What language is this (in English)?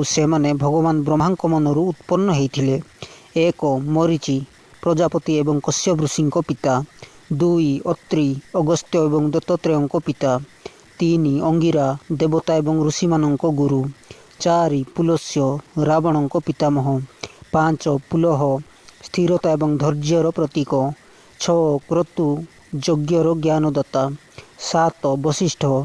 Odia